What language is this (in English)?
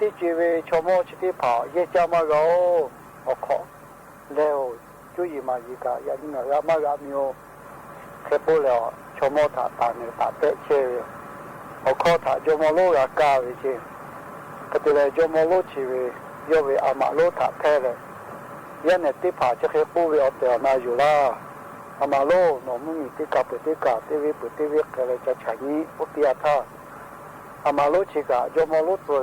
Lahu